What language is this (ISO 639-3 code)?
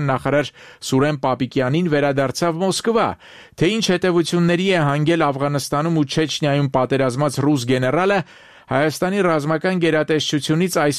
hye